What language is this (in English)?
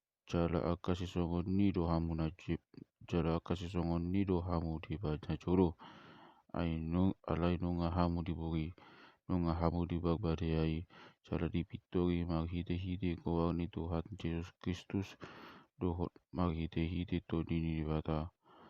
Batak Toba